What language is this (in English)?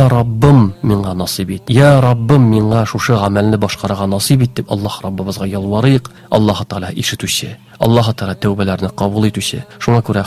Tatar